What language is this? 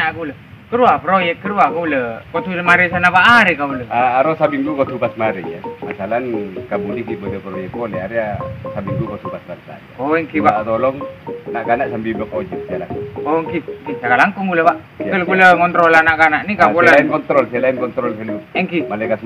Madurese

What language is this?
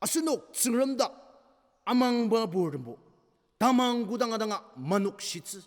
Ao Naga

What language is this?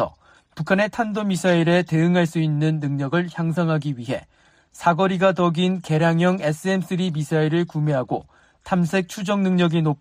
Korean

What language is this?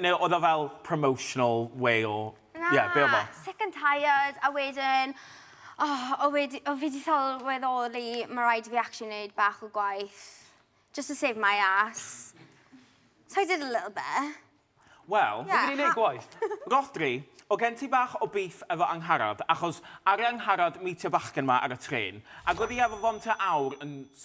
Welsh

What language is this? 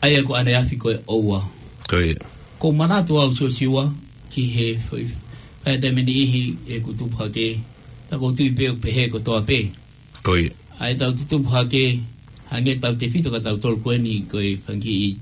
Tongan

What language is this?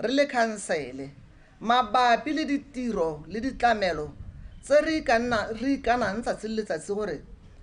Tswana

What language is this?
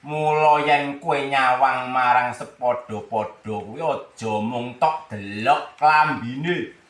Javanese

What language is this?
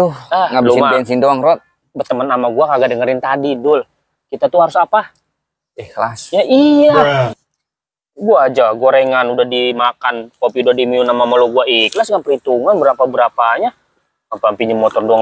Betawi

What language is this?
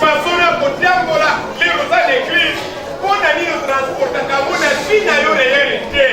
Lingala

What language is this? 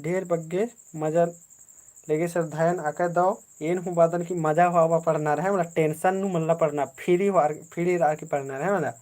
Kurukh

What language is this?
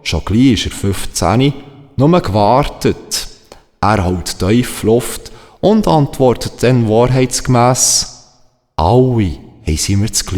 Swiss German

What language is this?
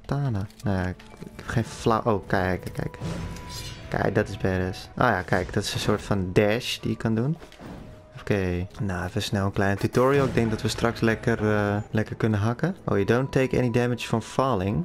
Dutch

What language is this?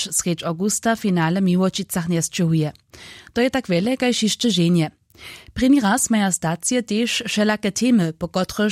Upper Sorbian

